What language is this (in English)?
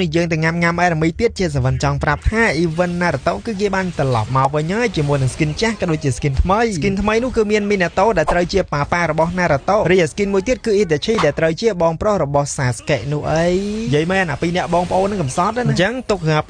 Khmer